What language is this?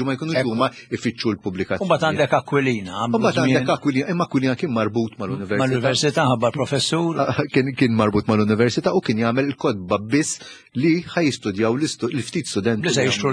Maltese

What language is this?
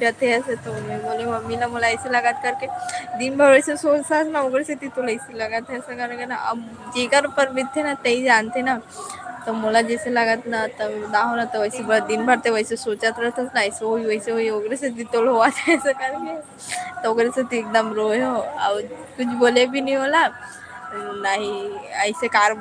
Chhattisgarhi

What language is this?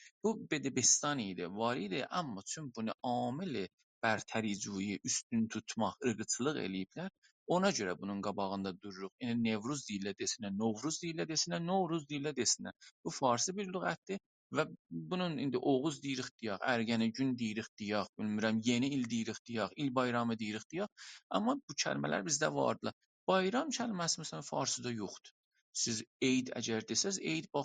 South Azerbaijani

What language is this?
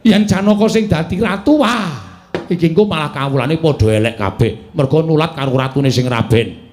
Javanese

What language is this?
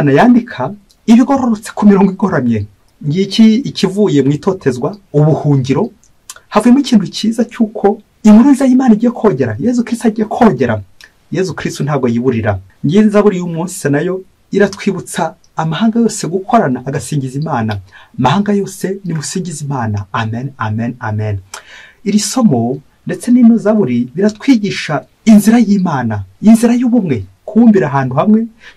Kinyarwanda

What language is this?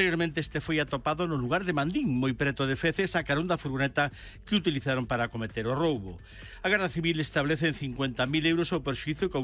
Galician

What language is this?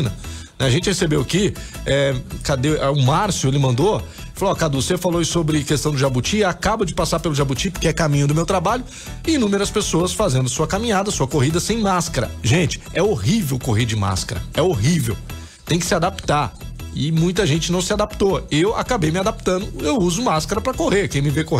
Portuguese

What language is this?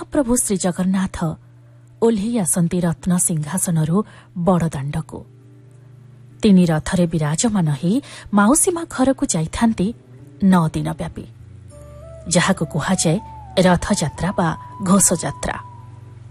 Odia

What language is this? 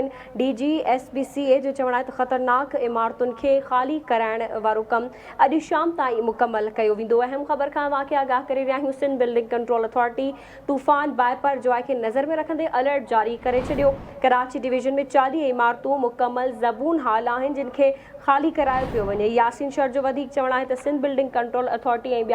Sindhi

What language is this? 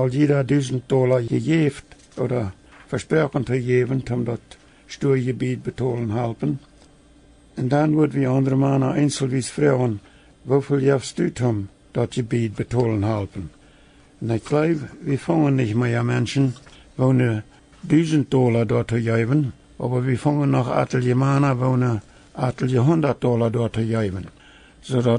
Plautdietsch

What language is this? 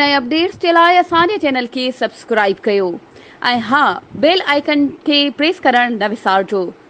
Sindhi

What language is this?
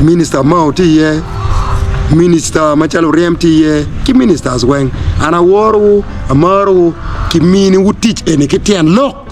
Acoli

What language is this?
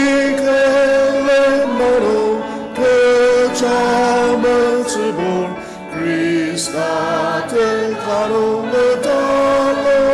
Ao Naga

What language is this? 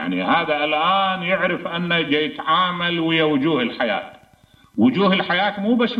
Mesopotamian Arabic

